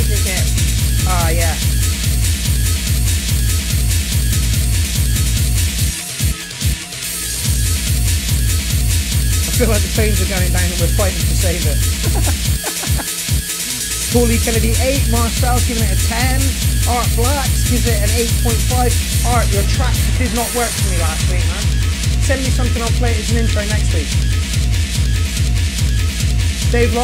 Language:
English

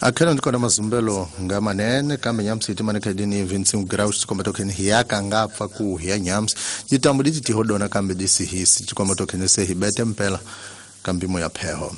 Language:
Tsonga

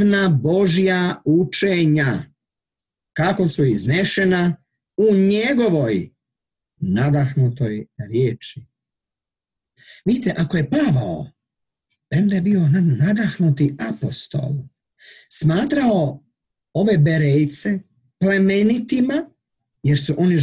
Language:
Croatian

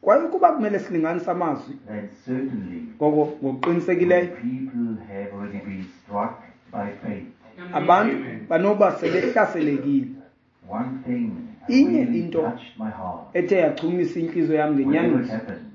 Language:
Xhosa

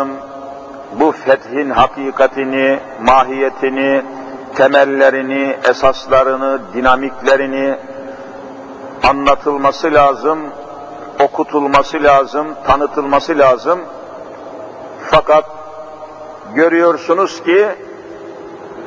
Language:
Turkish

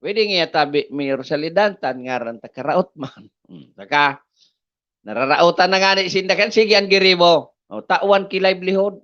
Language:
Bikol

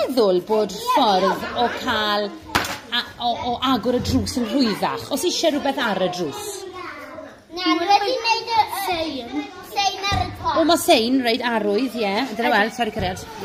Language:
Welsh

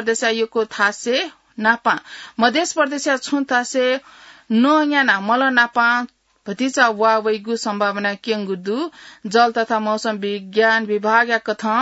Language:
Newari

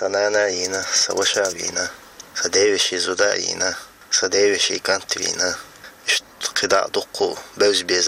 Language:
Chechen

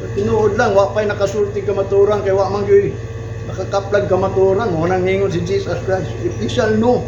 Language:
Cebuano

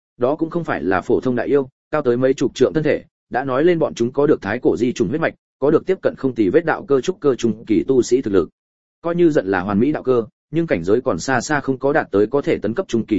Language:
Vietnamese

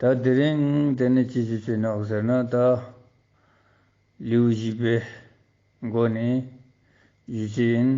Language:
Ladakhi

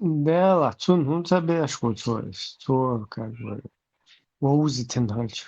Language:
Chechen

